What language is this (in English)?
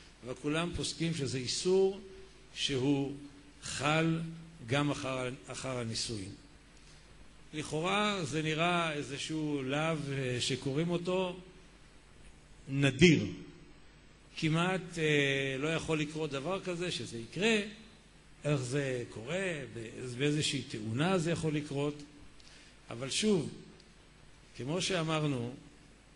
Hebrew